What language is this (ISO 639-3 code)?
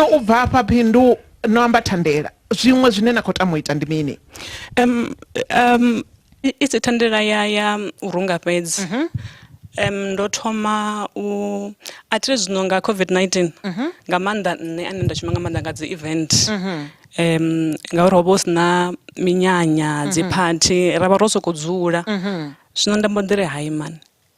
ven